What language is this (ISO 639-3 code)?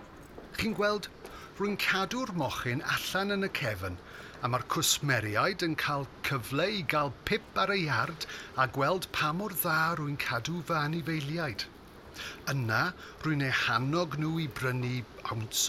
cym